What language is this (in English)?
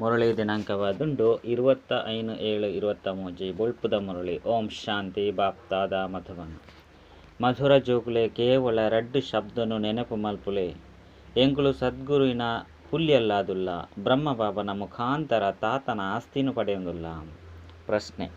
Tulu